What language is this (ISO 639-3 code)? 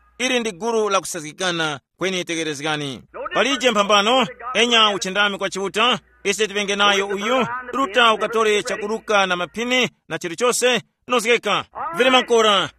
tum